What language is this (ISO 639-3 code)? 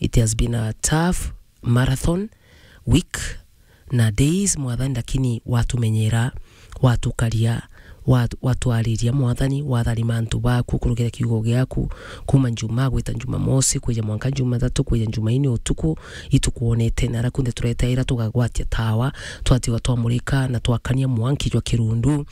mer